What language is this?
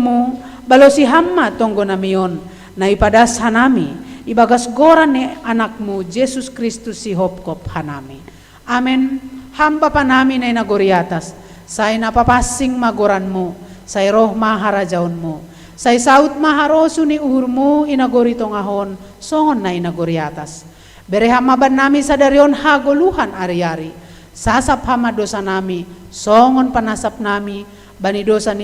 Batak Simalungun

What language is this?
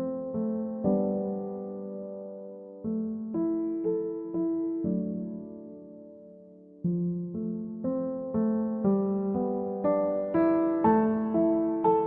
Madurese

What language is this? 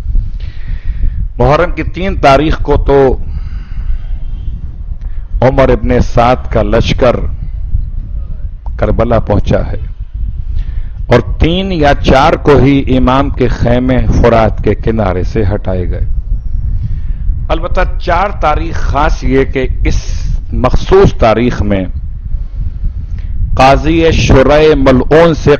Urdu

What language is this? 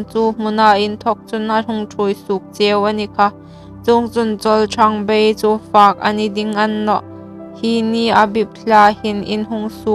Hmar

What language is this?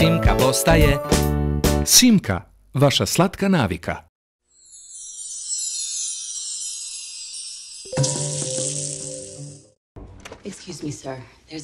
Serbian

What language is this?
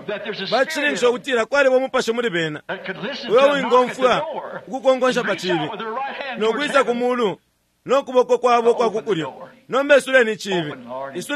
Bemba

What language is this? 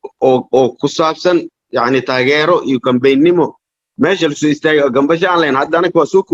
Somali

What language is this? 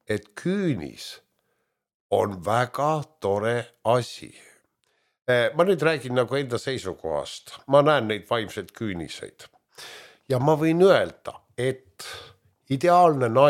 Estonian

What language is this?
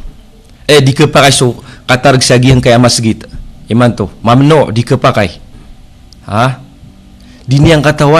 Maranao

